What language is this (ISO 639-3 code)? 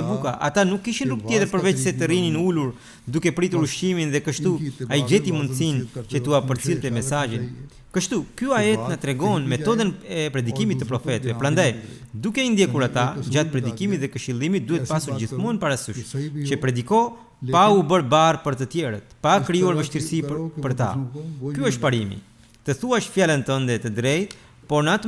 sqi